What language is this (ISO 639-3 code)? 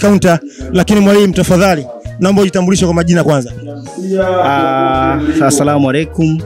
swa